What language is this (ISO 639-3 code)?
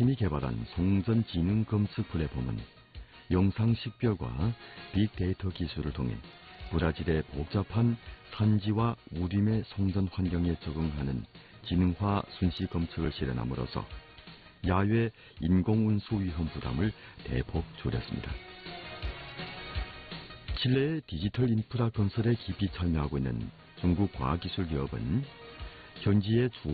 kor